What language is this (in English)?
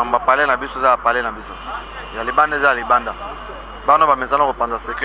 Lingala